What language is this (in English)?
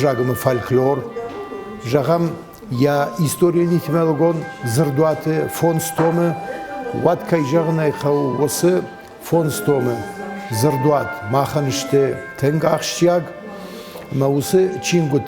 Ossetic